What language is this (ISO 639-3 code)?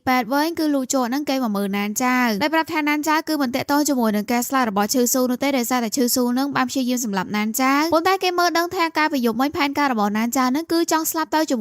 khm